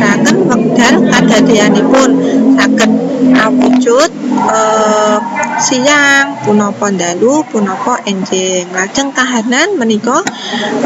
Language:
Javanese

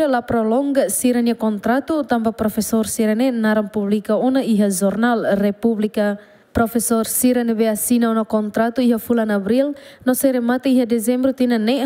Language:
Tetum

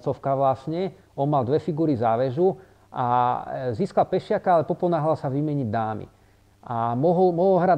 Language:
Slovak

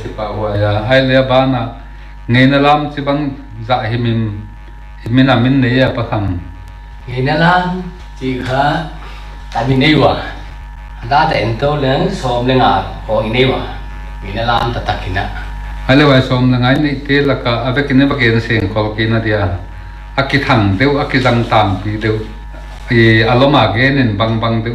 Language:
Paite Chin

